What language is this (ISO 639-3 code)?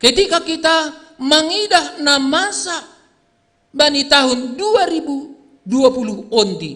bts